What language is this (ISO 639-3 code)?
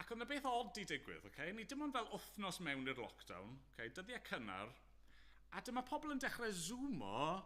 cym